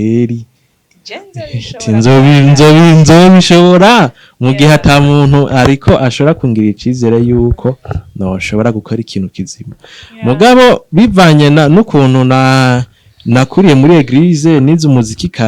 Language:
Rundi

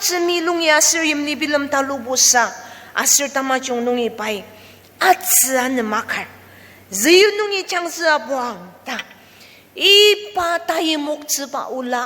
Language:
Ao Naga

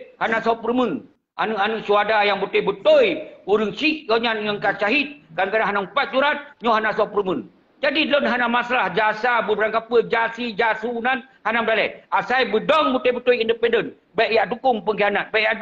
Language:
Achinese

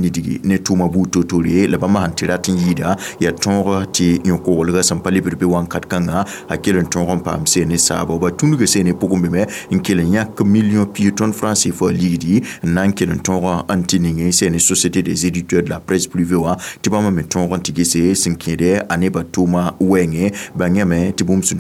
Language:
Mossi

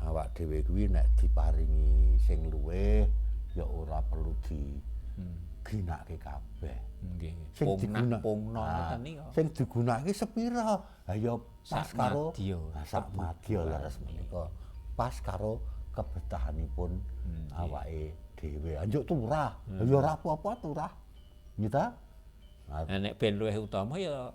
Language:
Javanese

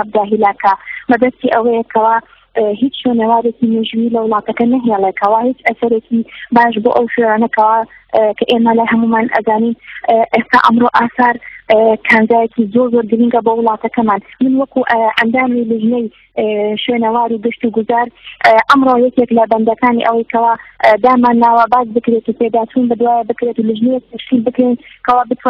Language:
Central Kurdish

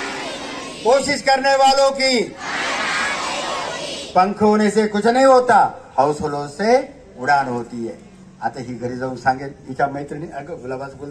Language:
Marathi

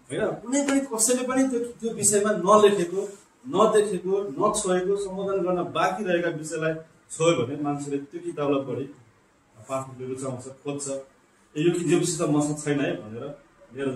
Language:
Nepali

